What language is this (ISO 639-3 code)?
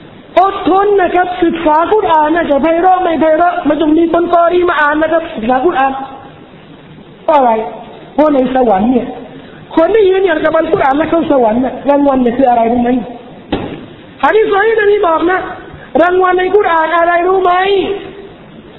tha